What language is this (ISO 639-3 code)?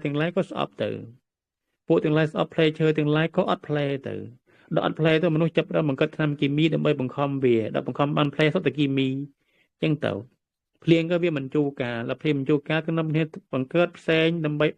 khm